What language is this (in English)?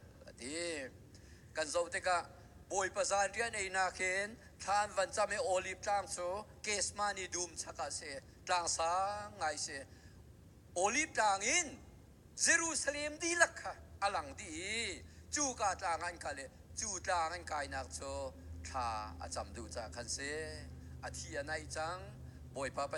Hakha Chin